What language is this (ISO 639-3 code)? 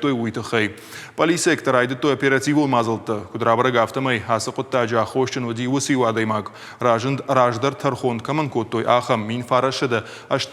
oss